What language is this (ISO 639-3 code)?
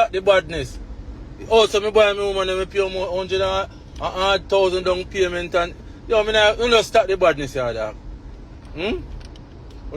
jam